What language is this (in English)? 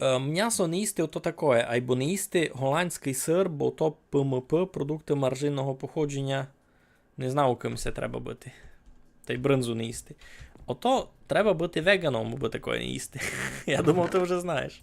Rusyn